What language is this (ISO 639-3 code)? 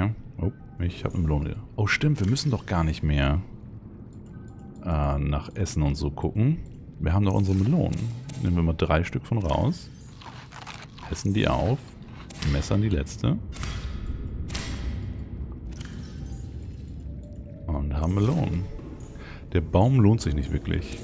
deu